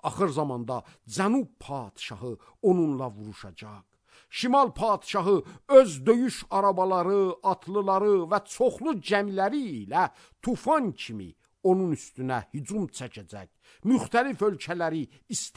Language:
Azerbaijani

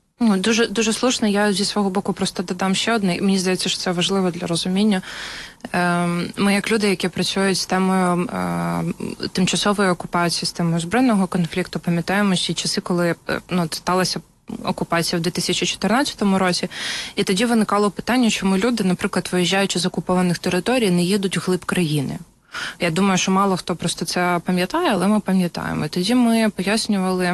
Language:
Ukrainian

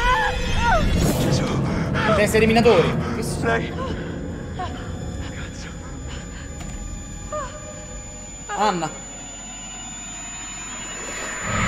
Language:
Italian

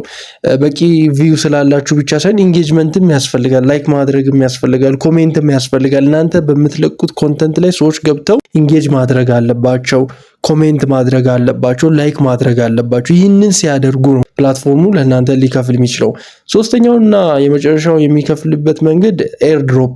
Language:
Amharic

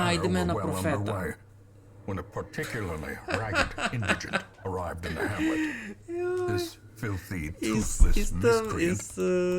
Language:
Rusyn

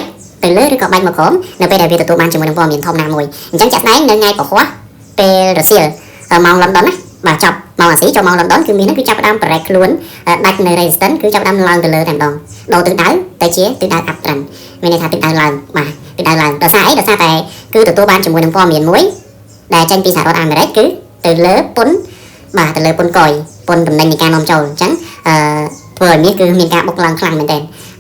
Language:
Khmer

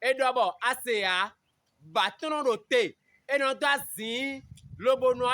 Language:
Fon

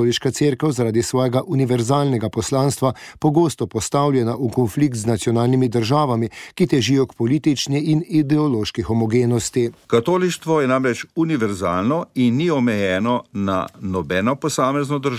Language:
Slovenian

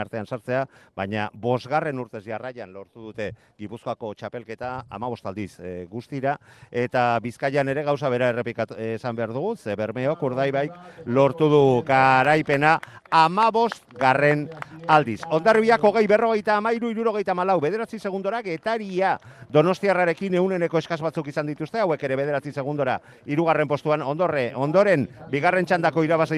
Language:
Basque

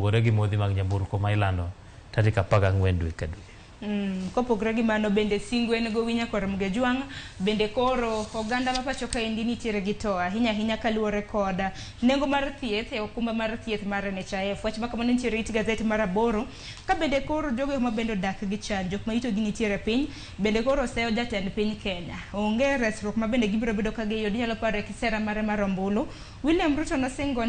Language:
Luo (Kenya and Tanzania)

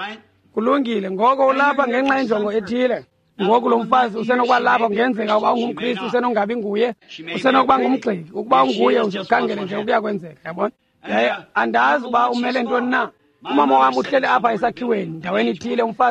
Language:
Xhosa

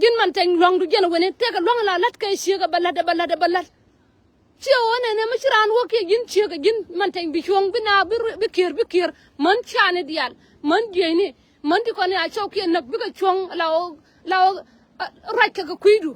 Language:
Nuer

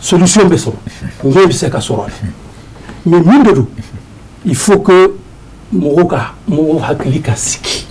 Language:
Bambara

